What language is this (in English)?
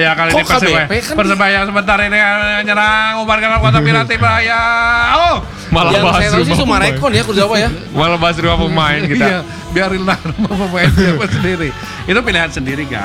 Indonesian